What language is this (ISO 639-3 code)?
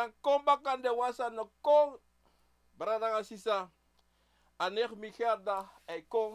srn